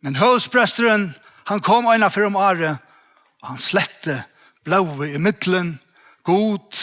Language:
Faroese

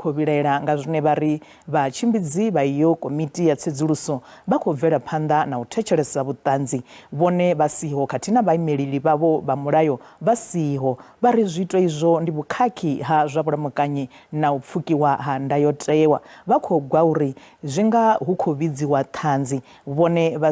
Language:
Venda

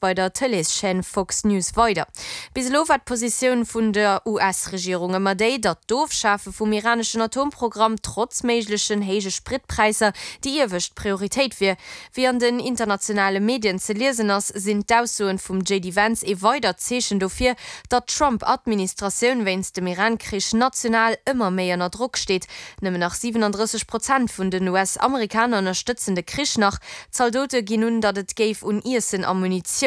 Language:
Luxembourgish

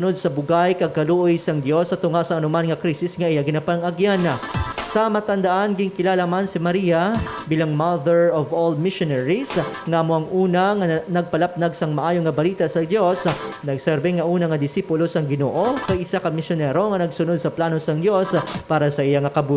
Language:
Hiligaynon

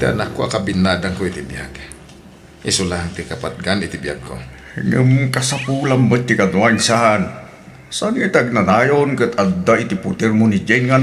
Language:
Iloko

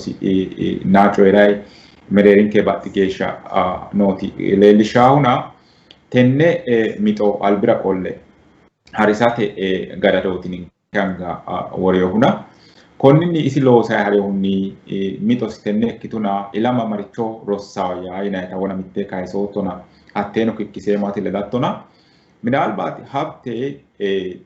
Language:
Sidamo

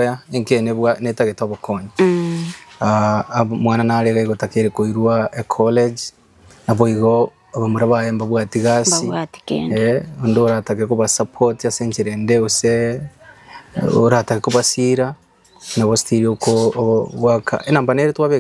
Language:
Gusii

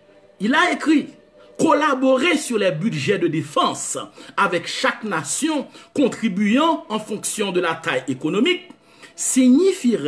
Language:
French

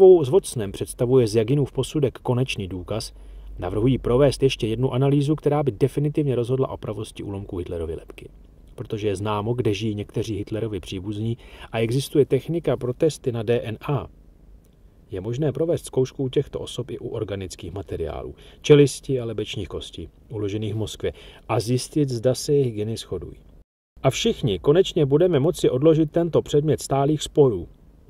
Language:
Czech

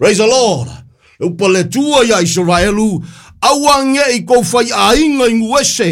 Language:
Samoan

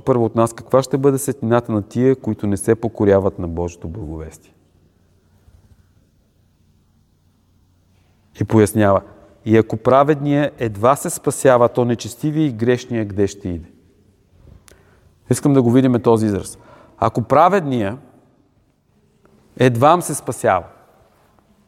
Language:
Bulgarian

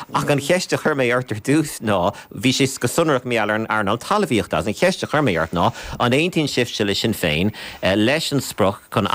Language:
Irish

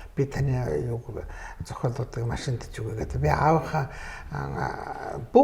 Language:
Mongolian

